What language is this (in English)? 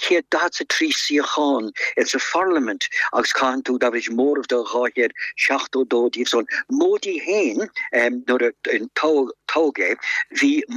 Irish